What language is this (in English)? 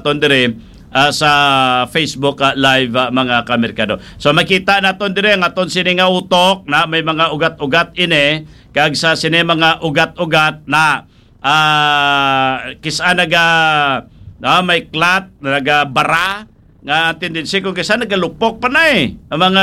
Hiligaynon